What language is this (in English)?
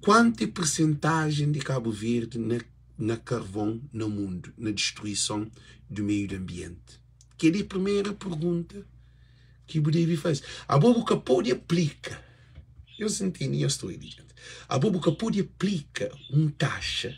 Kabuverdianu